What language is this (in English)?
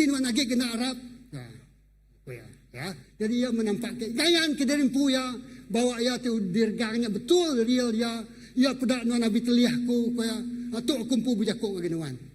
Iban